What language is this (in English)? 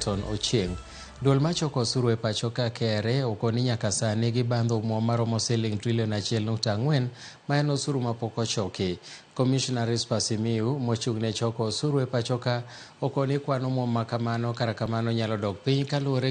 Luo (Kenya and Tanzania)